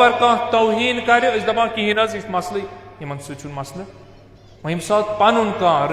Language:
Kashmiri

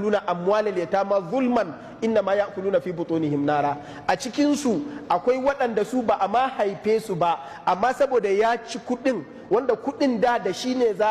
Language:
Hausa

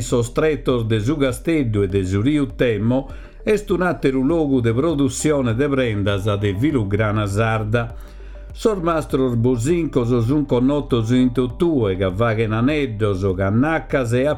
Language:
Sardinian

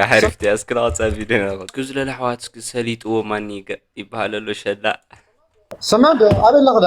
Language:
Tigrinya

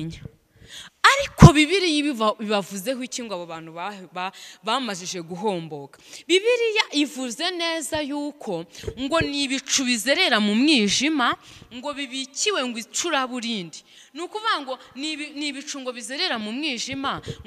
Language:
Kinyarwanda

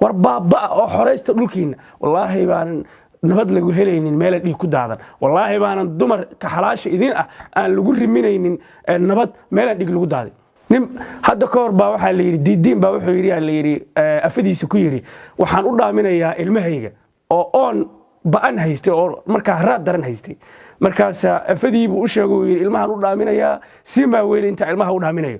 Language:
Somali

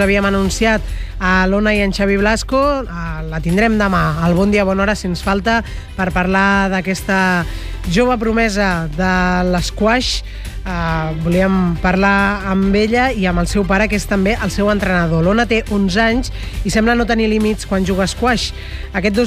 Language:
Catalan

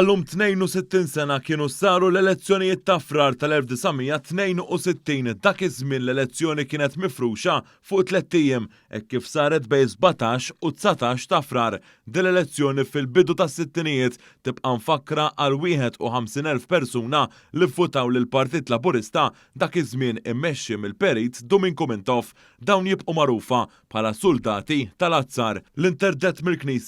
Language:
Maltese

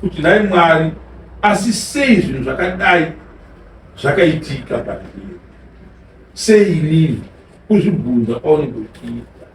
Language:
Shona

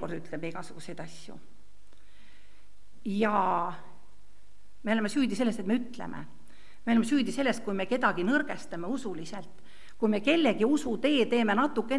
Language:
Estonian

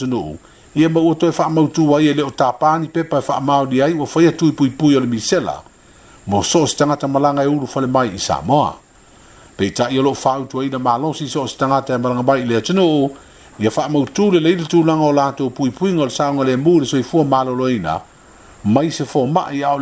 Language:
Samoan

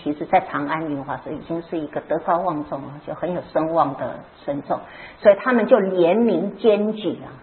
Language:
Chinese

